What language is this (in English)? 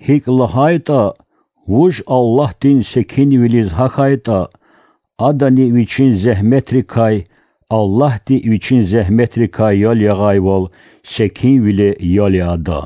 Lezghian